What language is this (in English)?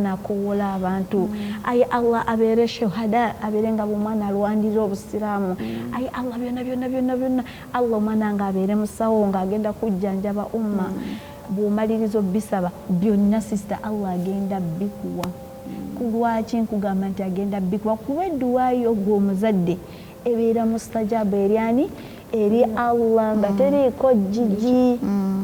Ganda